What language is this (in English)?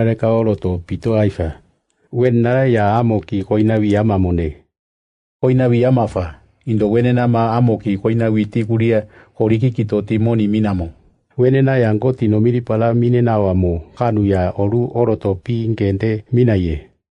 Siane